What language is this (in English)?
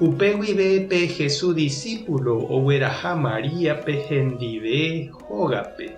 Guarani